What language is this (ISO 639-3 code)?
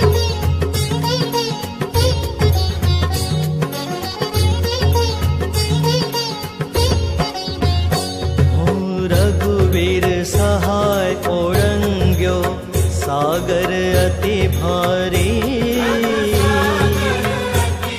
guj